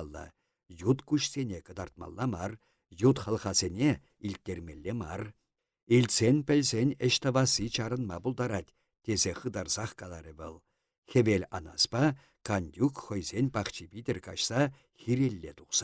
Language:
Chuvash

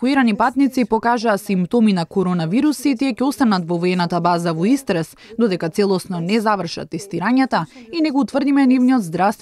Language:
Macedonian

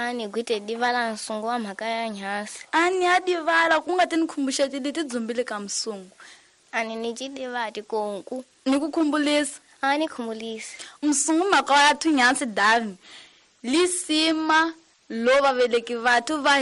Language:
Tsonga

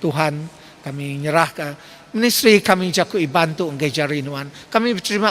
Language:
Iban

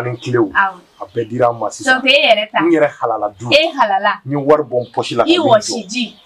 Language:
Bambara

